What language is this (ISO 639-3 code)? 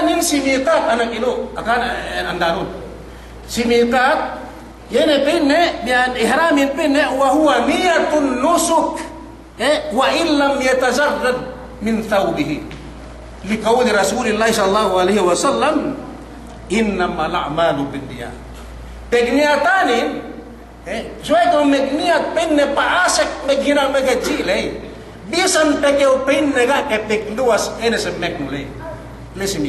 yka